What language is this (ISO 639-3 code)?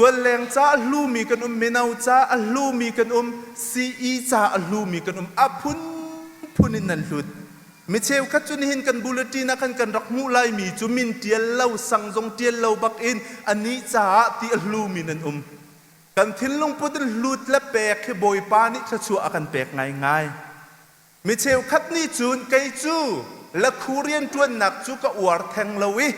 cnh